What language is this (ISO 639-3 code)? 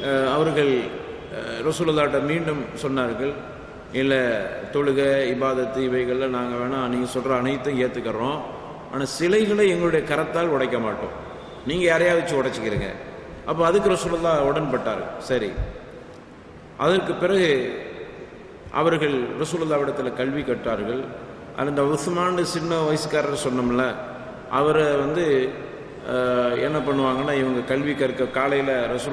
tam